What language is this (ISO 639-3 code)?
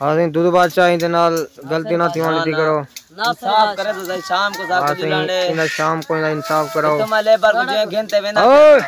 skr